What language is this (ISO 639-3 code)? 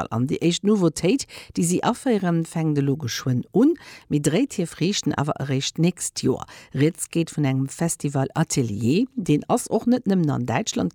ltz